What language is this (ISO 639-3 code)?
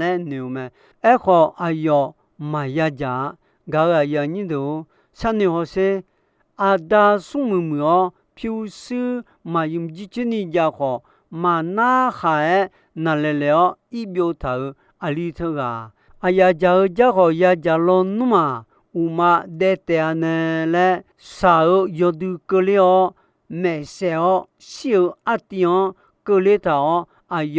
ahk